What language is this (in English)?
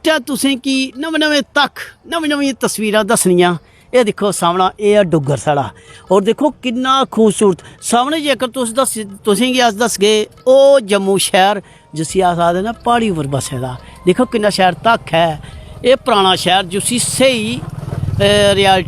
Dogri